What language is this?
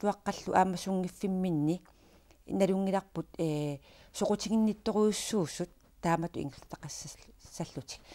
Kalaallisut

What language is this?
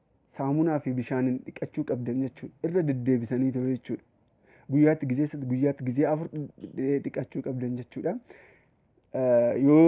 Oromo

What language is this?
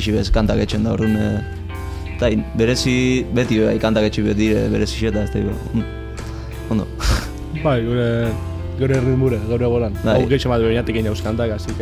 Basque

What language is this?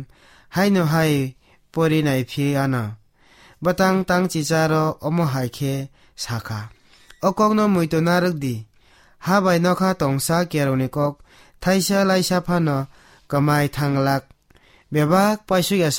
Kok Borok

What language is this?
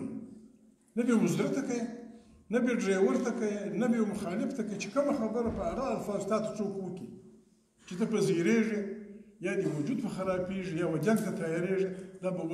Pashto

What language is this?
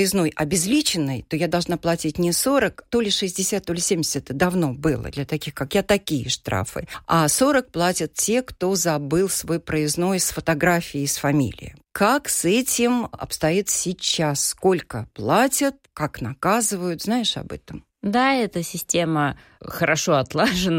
Russian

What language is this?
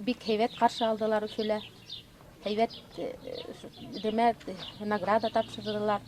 Bashkir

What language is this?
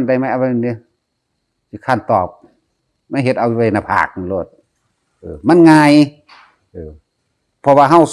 Northeastern Thai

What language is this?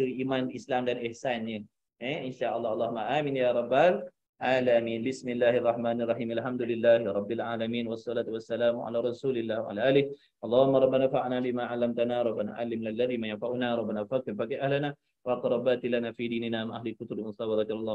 Malay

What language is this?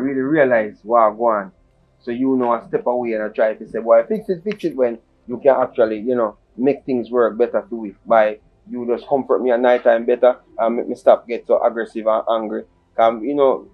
Jamaican Creole English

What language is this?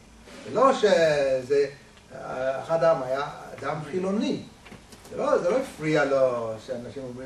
Hebrew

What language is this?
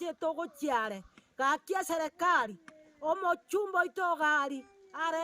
Gusii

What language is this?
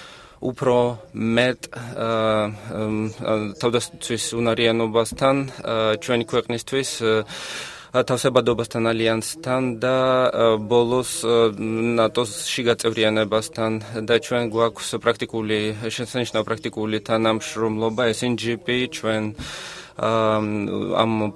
Georgian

